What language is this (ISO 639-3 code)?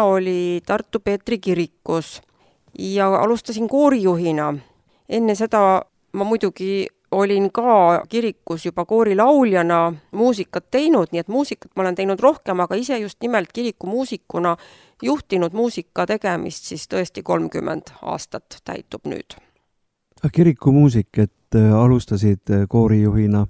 est